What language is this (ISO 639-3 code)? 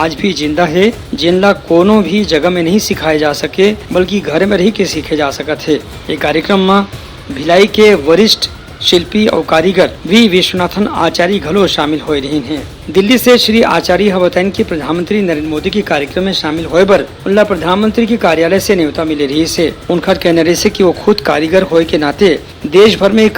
hne